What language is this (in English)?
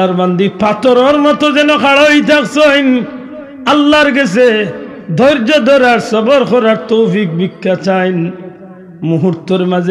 Sylheti